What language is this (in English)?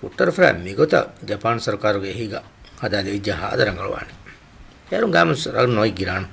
Divehi